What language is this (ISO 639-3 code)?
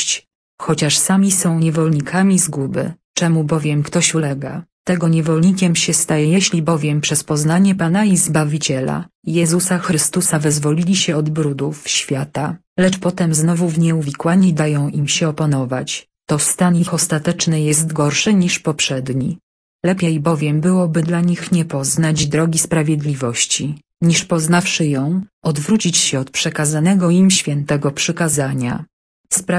pol